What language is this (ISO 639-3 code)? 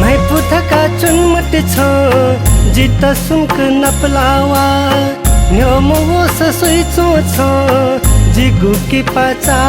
new